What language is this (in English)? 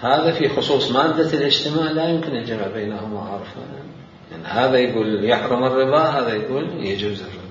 Mesopotamian Arabic